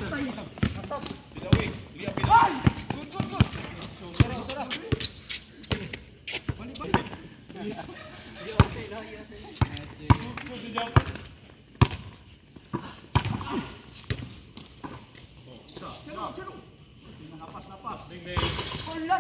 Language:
Malay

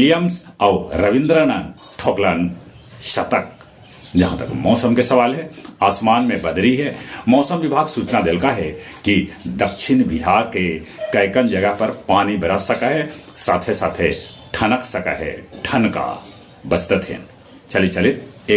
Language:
Magahi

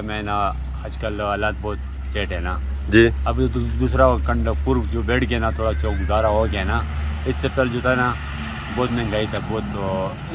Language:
Pahari-Potwari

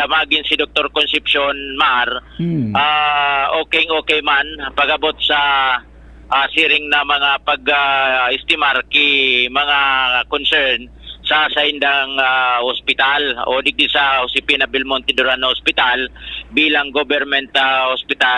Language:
Bikol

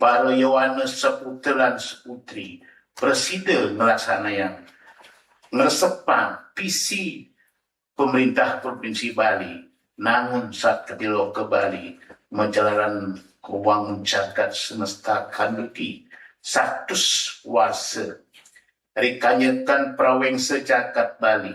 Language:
Balinese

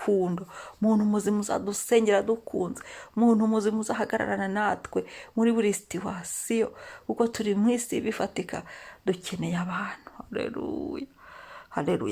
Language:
Kinyarwanda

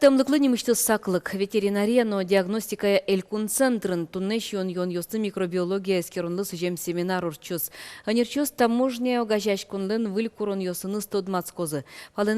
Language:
Udmurt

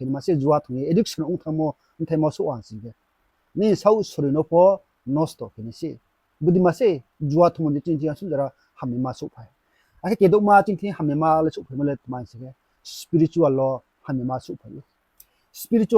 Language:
Riang (India)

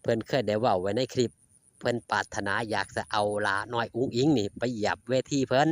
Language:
Northeastern Thai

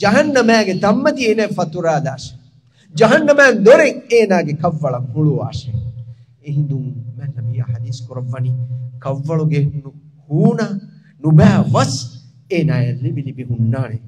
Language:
Divehi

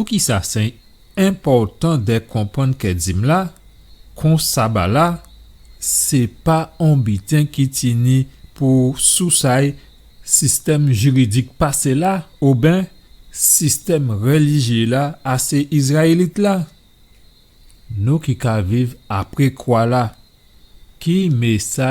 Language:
Guadeloupean Creole French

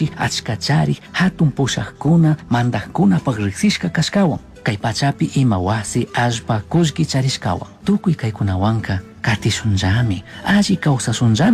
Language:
Chimborazo Highland Quichua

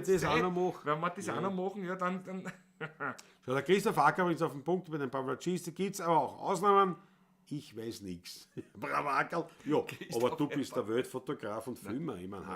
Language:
Bavarian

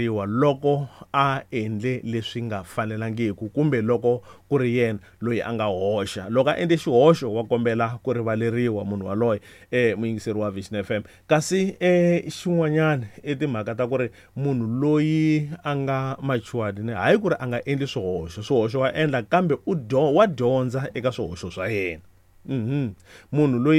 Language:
Tsonga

